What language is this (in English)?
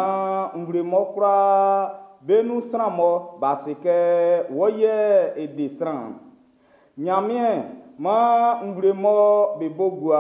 Baoulé